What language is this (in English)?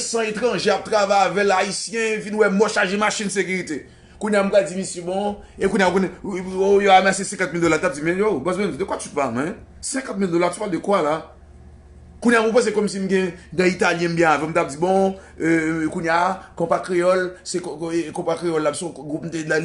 Haitian Creole